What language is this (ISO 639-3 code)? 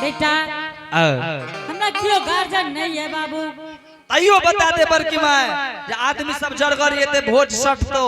anp